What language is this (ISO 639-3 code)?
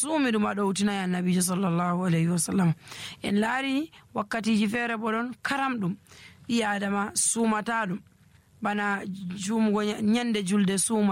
fuv